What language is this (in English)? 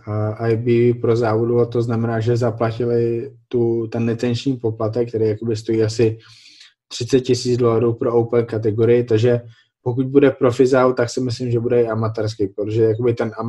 Czech